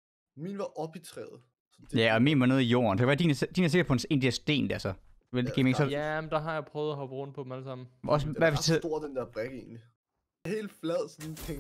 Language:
Danish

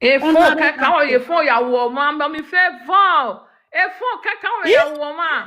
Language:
Nigerian Pidgin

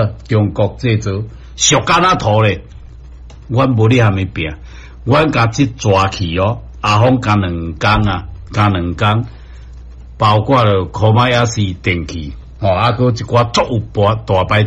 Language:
Min Nan Chinese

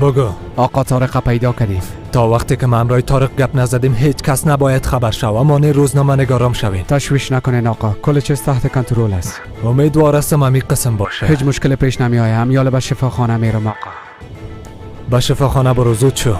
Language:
Persian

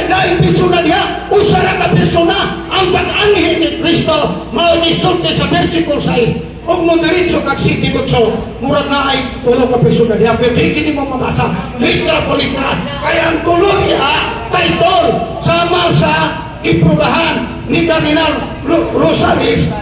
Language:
Cebuano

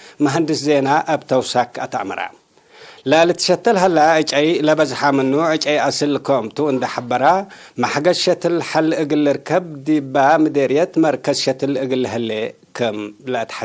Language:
Tigre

